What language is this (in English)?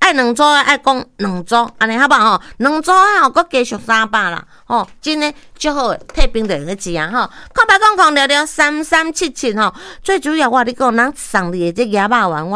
Min Nan Chinese